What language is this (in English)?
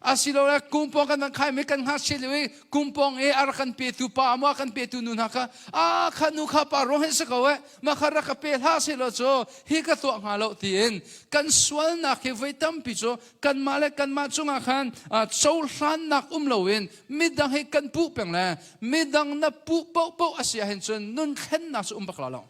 Hakha Chin